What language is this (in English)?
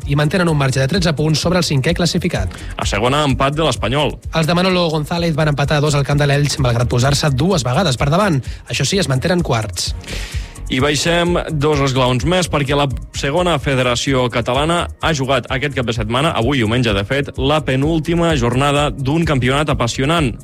Catalan